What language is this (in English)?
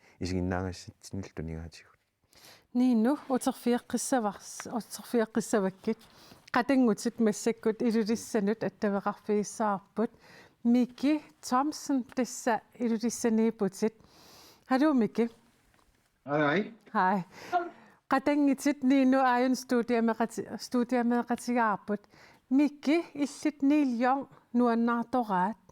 Kalaallisut